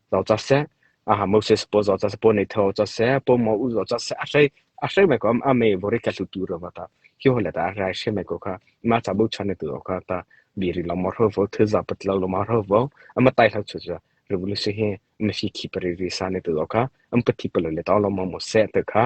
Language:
Mara Chin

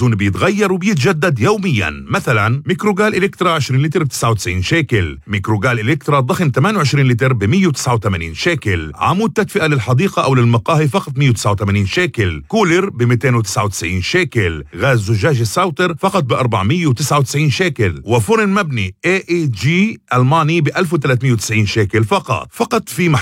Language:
North Levantine Arabic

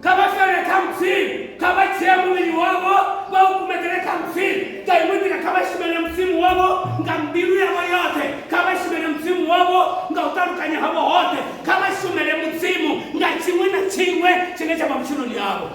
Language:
Venda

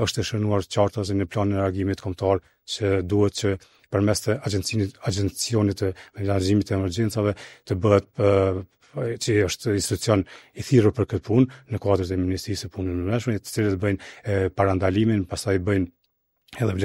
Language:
Albanian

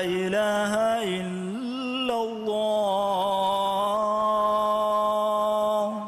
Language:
Divehi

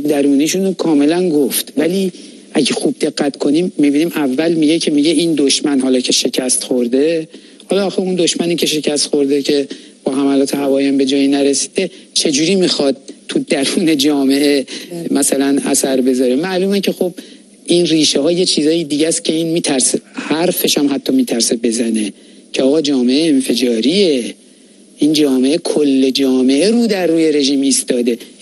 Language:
Persian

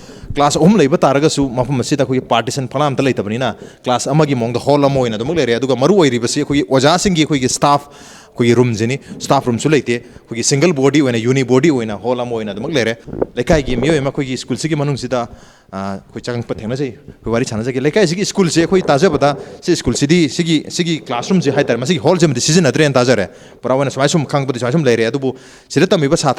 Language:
Manipuri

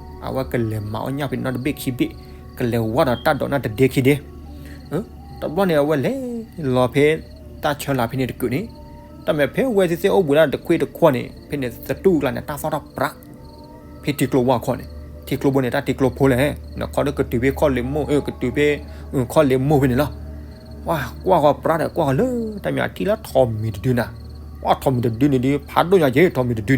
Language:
S'gaw Karen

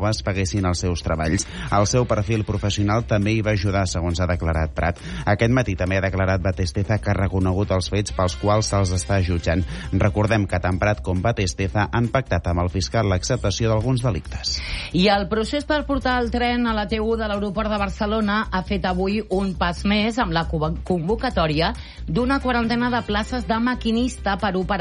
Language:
Catalan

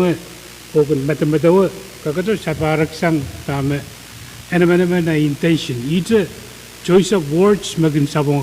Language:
Pohnpeian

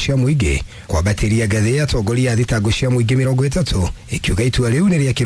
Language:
Kikuyu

